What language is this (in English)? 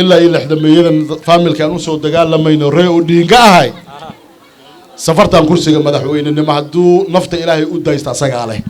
Somali